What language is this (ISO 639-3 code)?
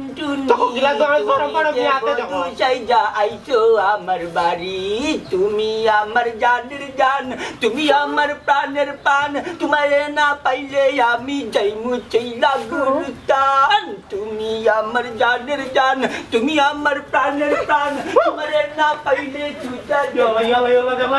syl